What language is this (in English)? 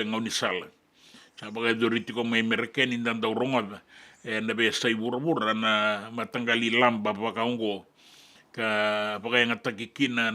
Fijian